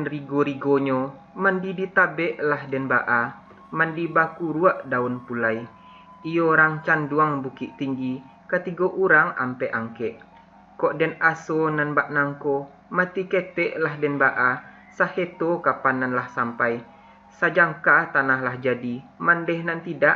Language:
Minangkabau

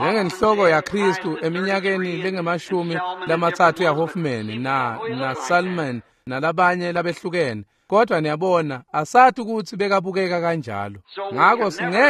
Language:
Swati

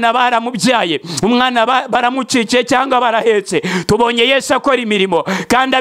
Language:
Kinyarwanda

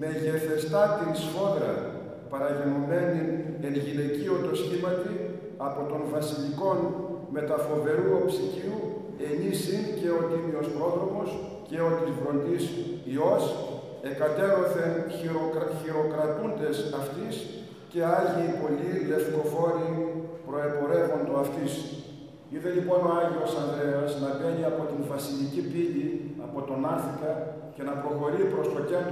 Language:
Greek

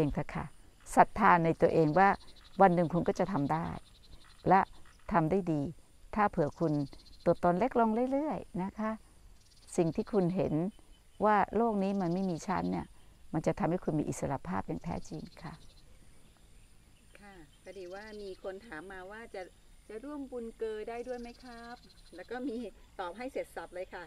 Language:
Thai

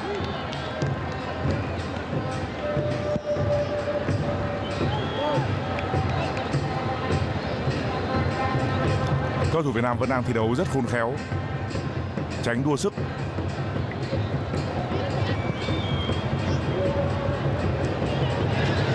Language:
Vietnamese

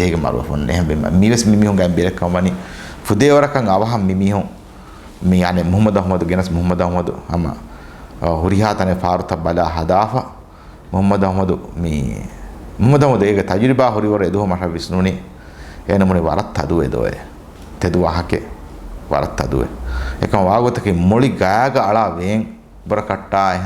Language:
Divehi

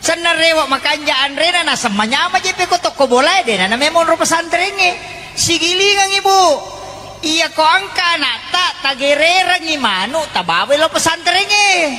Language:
Buginese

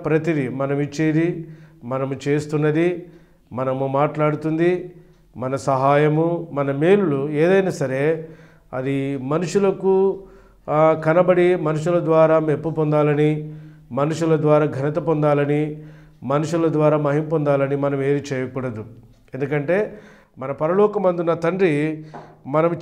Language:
Telugu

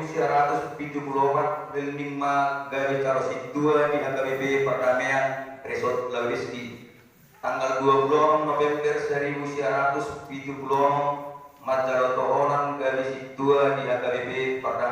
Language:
Batak Toba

